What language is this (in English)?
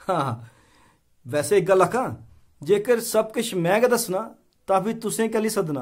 Dogri